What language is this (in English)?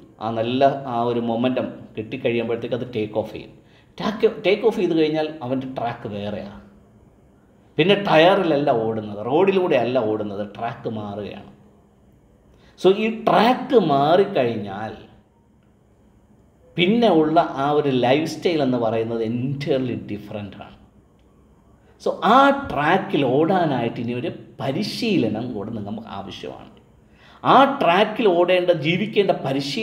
Malayalam